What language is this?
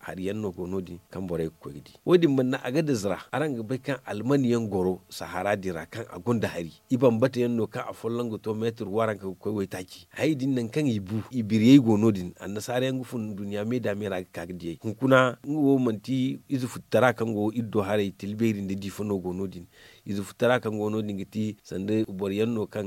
Zarma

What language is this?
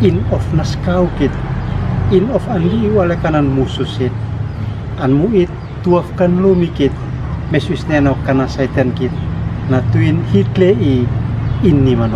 Uab Meto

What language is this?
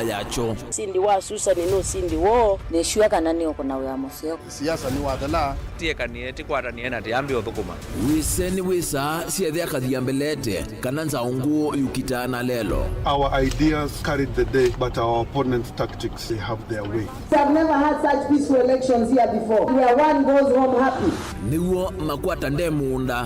Kamba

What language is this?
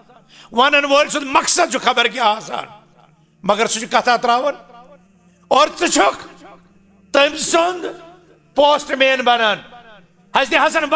Kashmiri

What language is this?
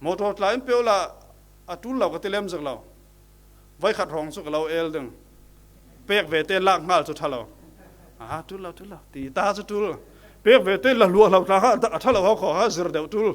Falam Chin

